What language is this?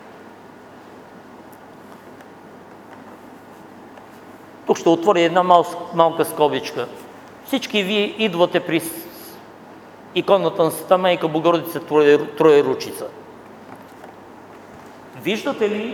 Bulgarian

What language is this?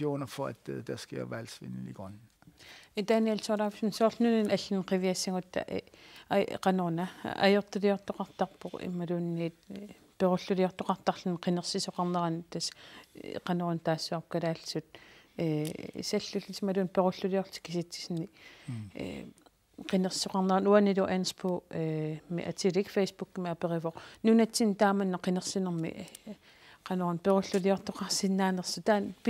Kalaallisut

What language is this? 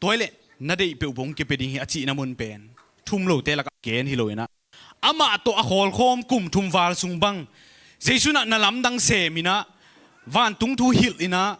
Tedim Chin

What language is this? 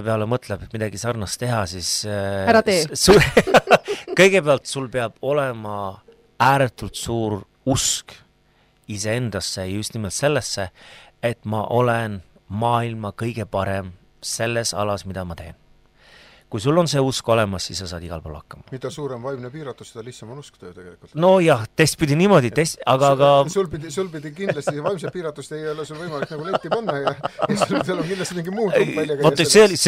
Estonian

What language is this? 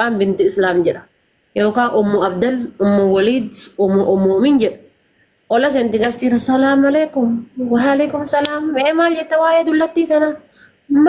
Oromo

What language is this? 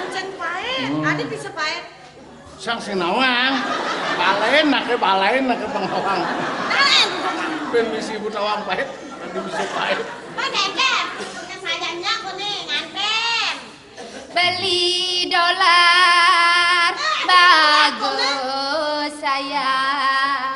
Balinese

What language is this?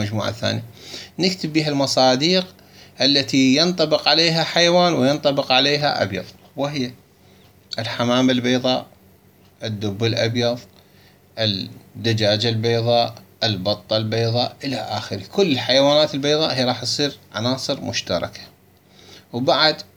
Moroccan Arabic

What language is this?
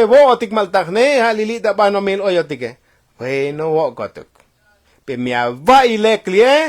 Tzotzil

